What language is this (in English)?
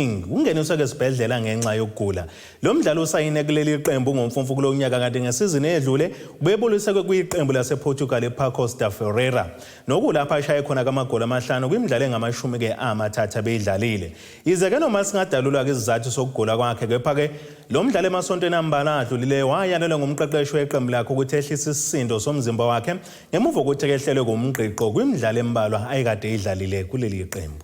Zulu